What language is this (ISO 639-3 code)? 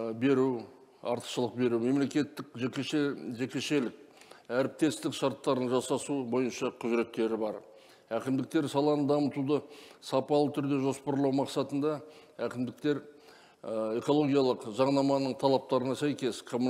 kaz